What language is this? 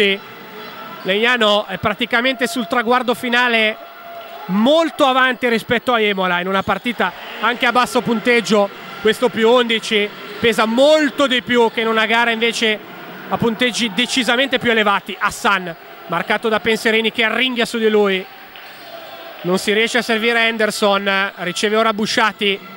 Italian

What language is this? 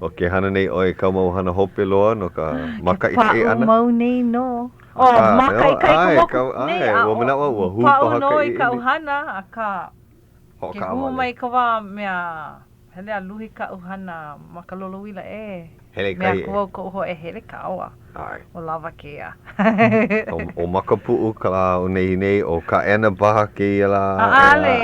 Hawaiian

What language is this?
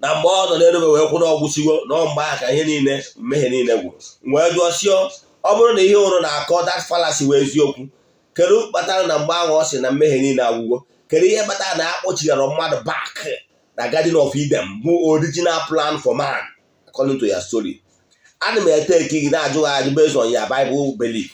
Igbo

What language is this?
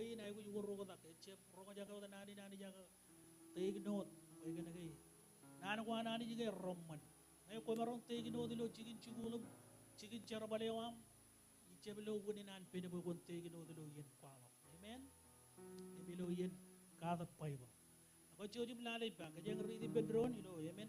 Marshallese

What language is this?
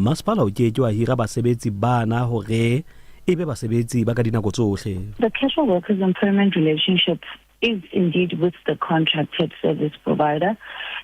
Southern Sotho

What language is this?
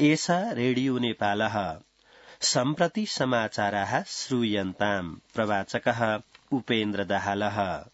Sanskrit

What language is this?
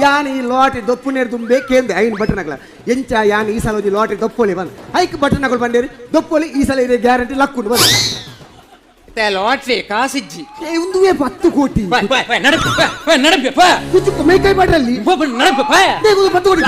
Tulu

